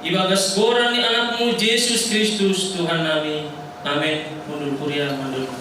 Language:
Batak Simalungun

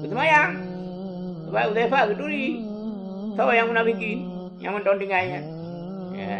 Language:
Achinese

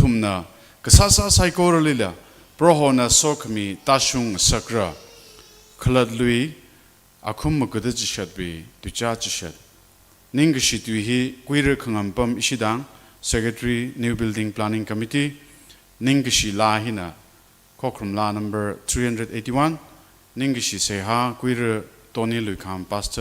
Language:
Tangkhul Naga (India)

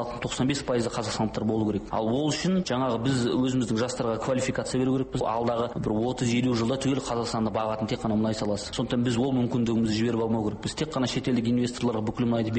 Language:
Kazakh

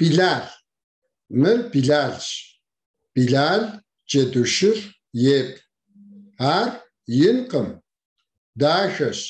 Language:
Kabardian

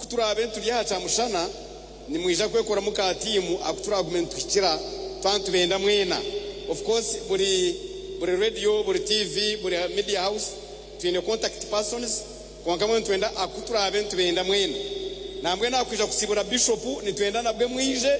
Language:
Nyankole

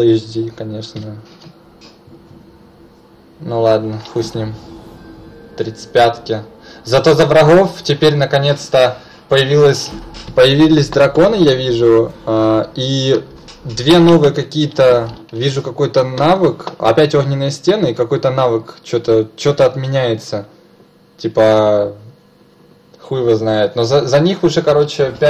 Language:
Russian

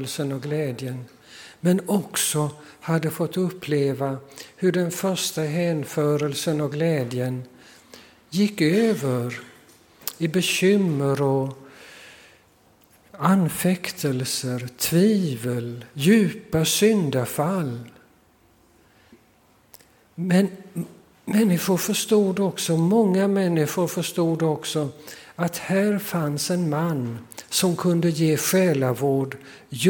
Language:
Swedish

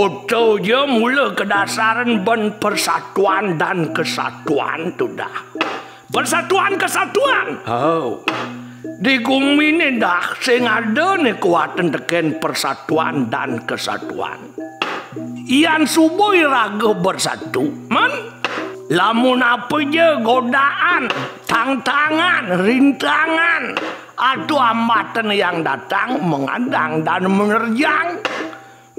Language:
Balinese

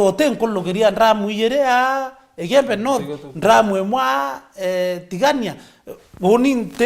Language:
Meru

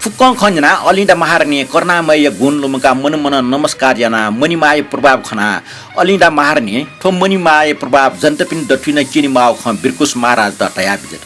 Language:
Newari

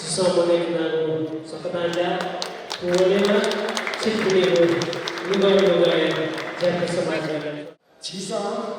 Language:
Newari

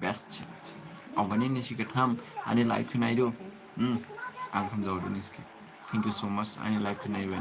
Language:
Dimasa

